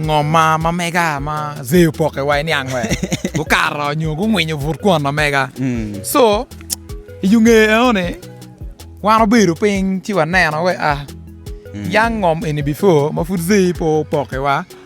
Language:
Acoli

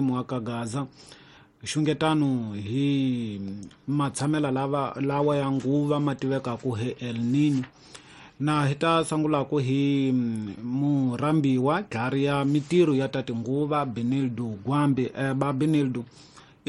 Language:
Tsonga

